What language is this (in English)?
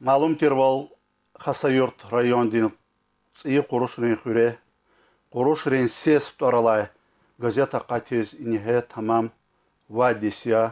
Lezghian